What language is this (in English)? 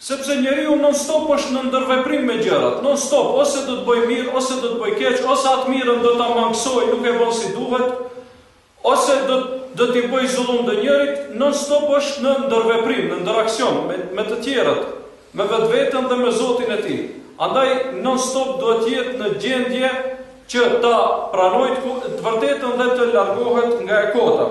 Albanian